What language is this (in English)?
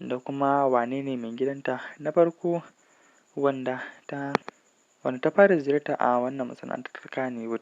Hausa